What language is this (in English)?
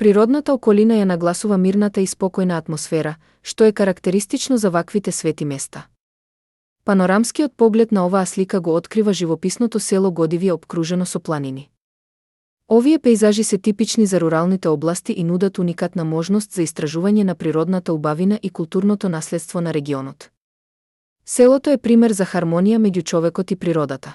Macedonian